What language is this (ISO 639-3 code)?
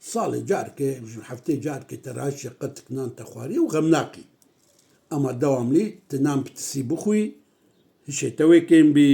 kur